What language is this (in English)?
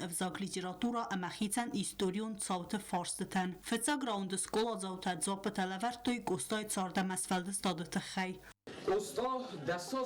Ossetic